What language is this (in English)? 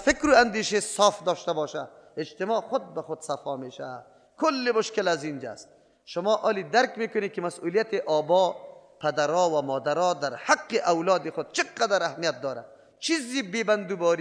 Persian